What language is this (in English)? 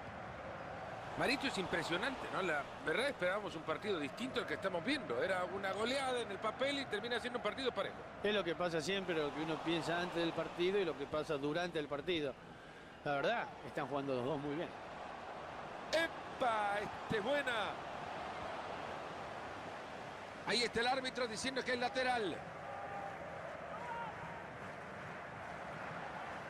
Spanish